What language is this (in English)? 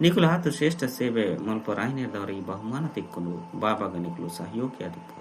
Tulu